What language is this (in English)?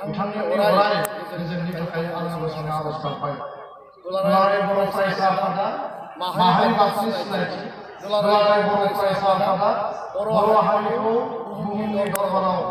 Bodo